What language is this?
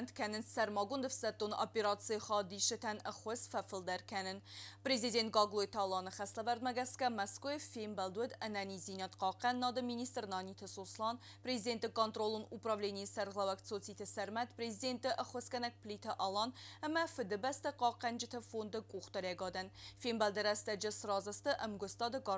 Ossetic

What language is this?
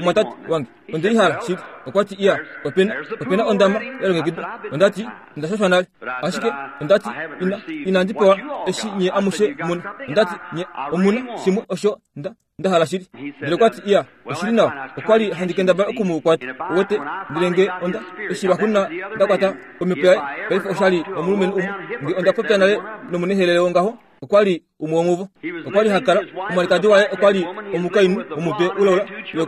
Kuanyama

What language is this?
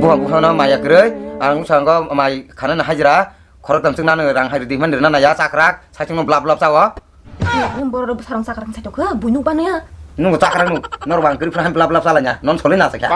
Kok Borok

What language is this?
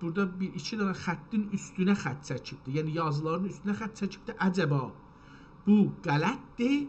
South Azerbaijani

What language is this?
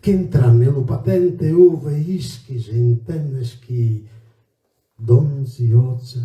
Sardinian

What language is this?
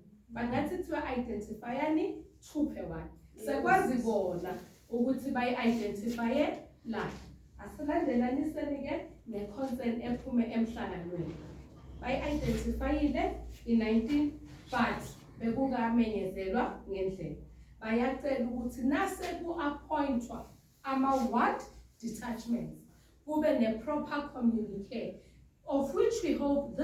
Zulu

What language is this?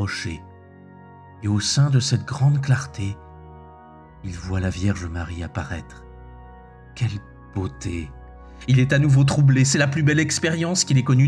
French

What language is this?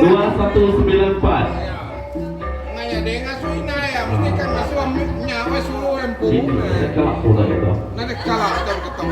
Iban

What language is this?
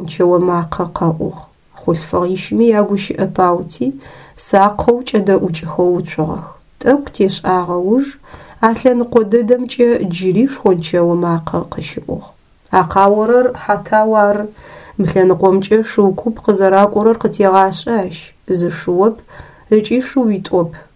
Adyghe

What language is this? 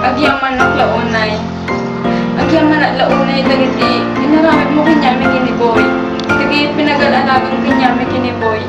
Iloko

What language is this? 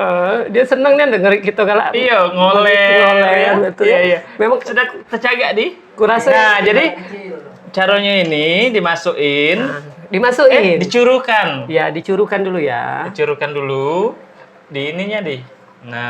Musi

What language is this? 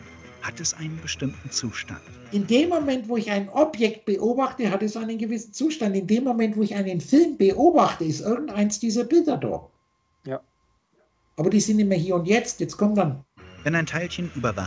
German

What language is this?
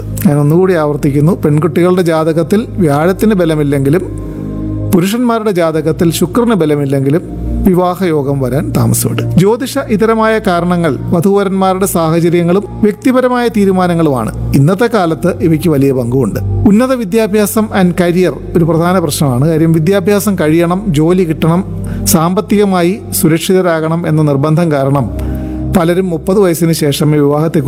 Malayalam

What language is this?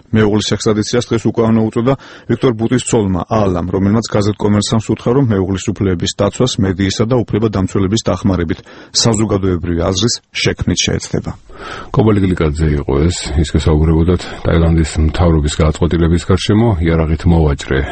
Georgian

